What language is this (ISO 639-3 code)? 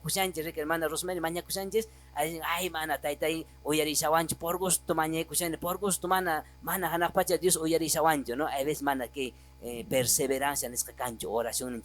que